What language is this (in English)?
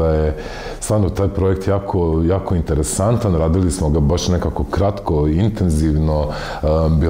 Croatian